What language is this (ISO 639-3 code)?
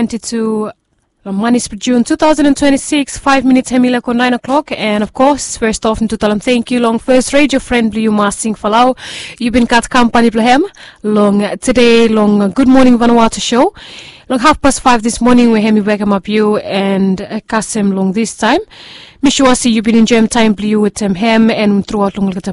bis